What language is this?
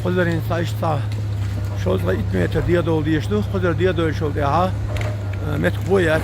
Chechen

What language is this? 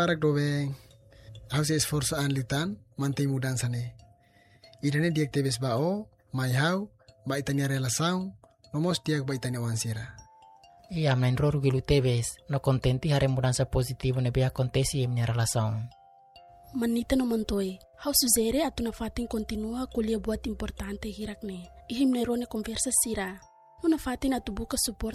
Tetum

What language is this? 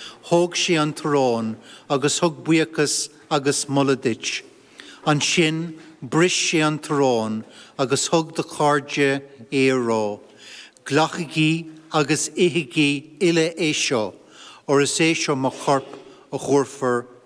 Irish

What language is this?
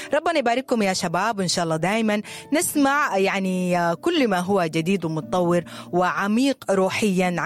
Sudanese Arabic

